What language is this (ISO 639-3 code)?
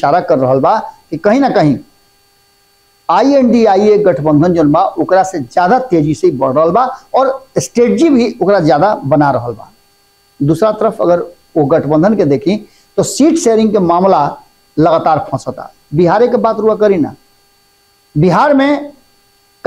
bho